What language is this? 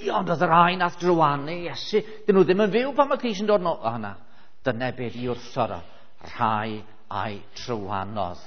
Welsh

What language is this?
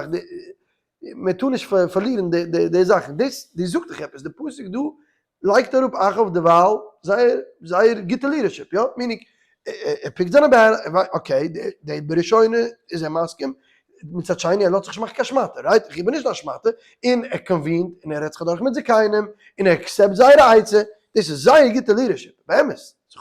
Yiddish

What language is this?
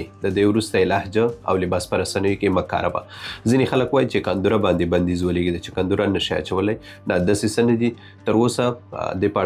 Pashto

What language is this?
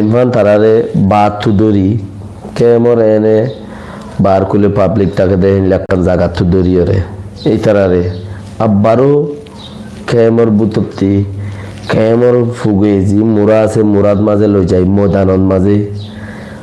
Rohingya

